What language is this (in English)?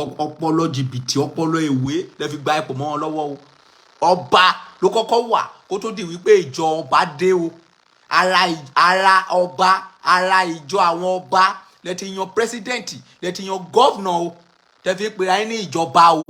Yoruba